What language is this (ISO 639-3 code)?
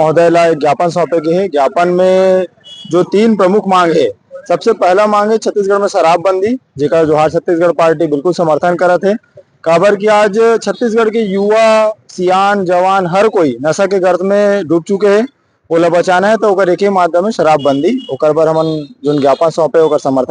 hne